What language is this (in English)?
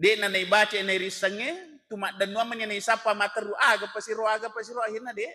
Buginese